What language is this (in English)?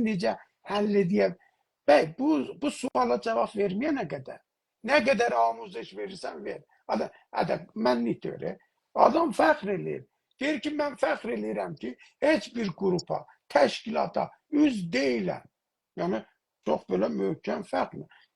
South Azerbaijani